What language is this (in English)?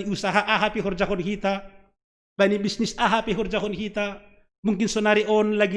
Batak Simalungun